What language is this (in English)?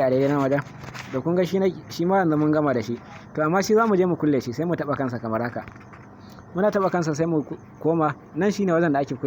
Hausa